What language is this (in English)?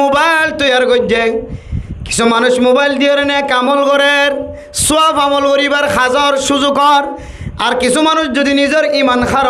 Rohingya